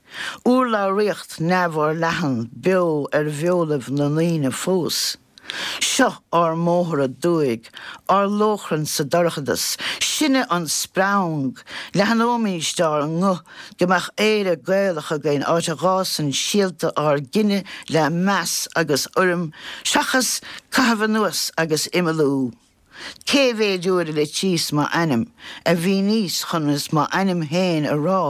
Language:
Irish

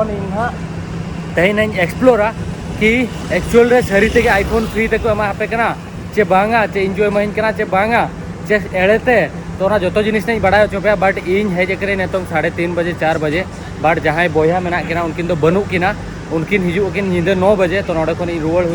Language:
Santali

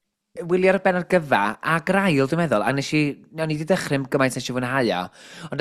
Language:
Welsh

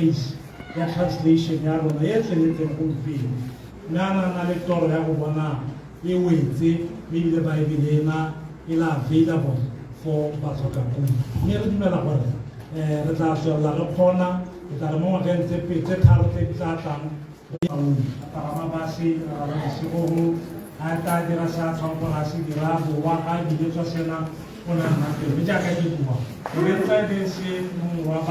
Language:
Tswana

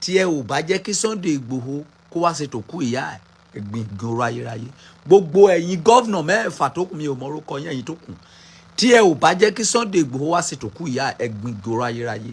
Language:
Yoruba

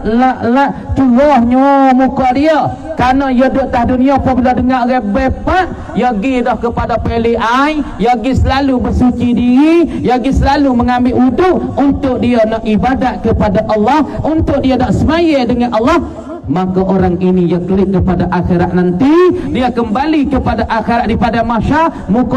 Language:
Pattani Malay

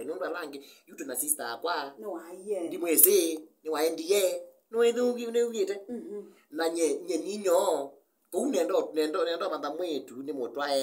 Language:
Kamba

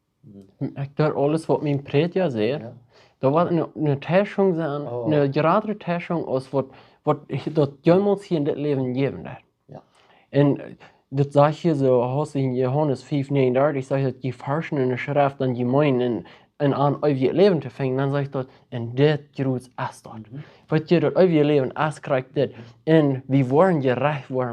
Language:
Plautdietsch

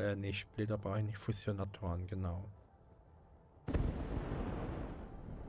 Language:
German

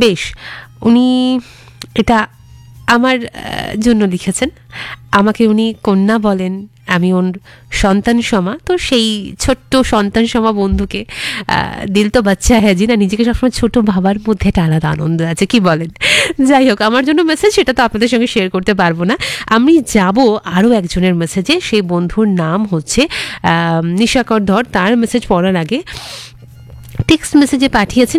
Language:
Bangla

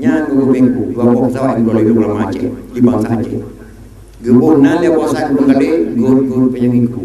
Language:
Achinese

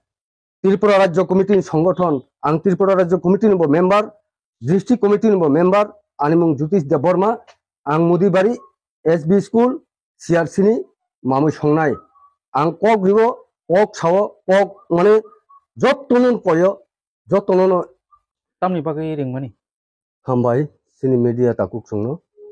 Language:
Kok Borok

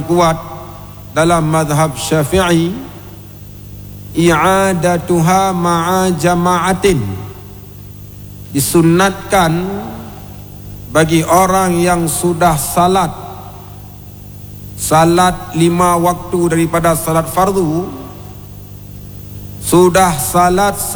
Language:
Malay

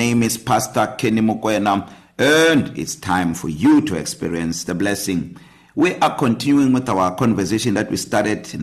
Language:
English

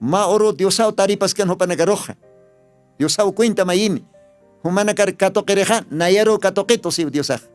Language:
Aymara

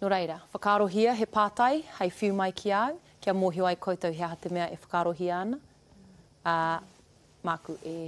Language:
Māori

